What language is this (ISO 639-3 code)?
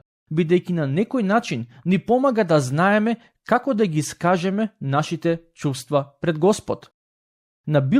mkd